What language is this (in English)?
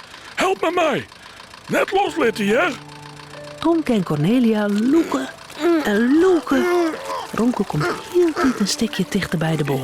Western Frisian